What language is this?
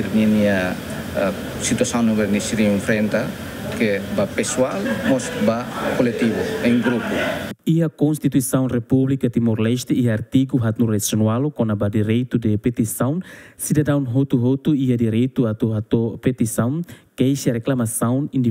Tetum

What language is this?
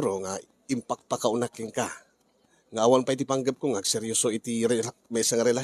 Iloko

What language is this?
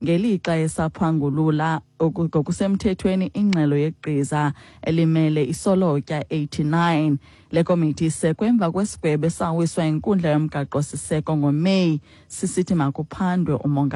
Xhosa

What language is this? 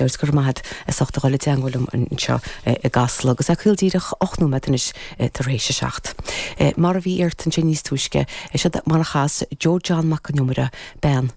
Irish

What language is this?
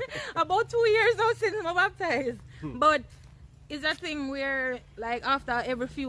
Jamaican Creole English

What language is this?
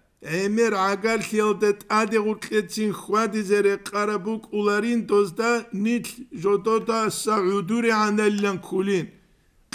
Avaric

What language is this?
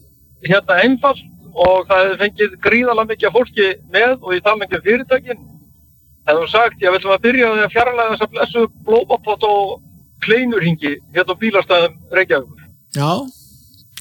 Icelandic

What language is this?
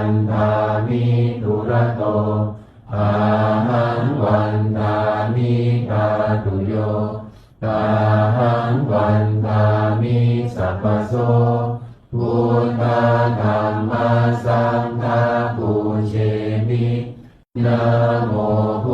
Pali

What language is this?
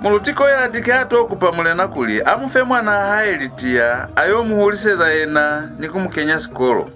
Lozi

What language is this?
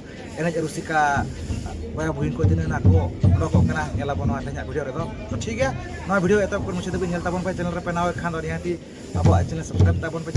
Santali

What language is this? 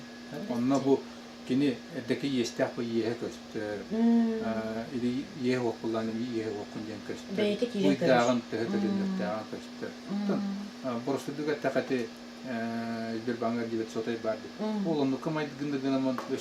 Yakut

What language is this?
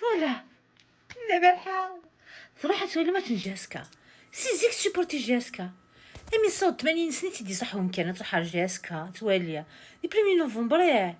Kabyle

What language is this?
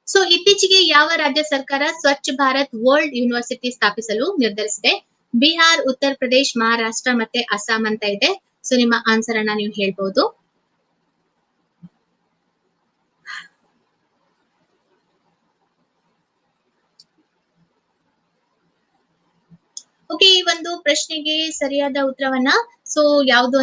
Kannada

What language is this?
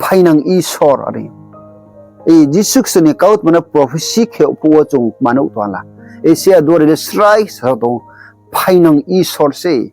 Riang (India)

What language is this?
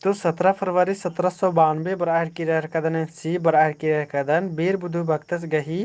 Kurukh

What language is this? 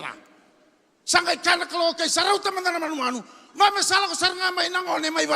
Fijian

